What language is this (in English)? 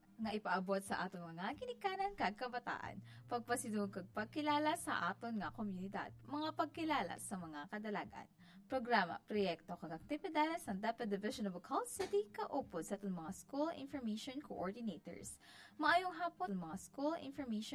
Hiligaynon